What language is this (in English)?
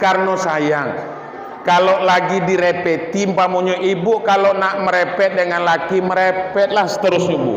Minangkabau